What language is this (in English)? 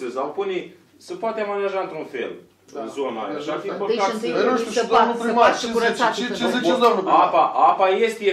Romanian